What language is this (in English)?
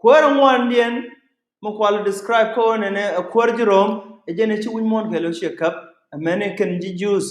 Nuer